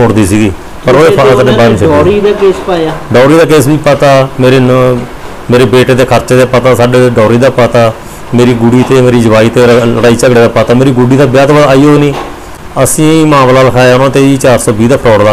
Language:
Punjabi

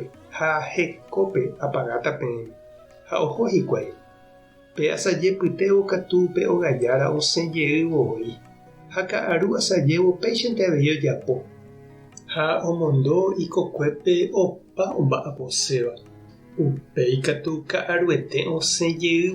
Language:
Guarani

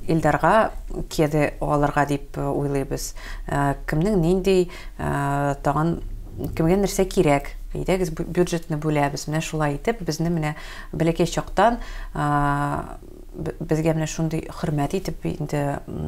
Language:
Tatar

